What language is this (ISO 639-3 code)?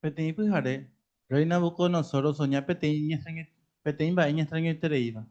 grn